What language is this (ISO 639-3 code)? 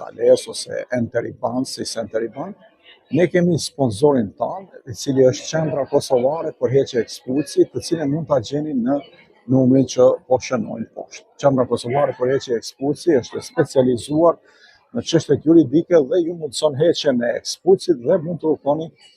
sqi